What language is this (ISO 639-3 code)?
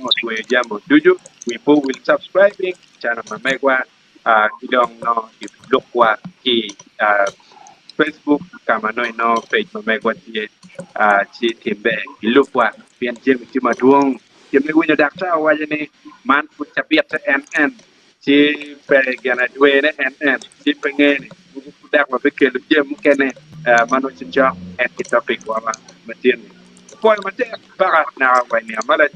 ach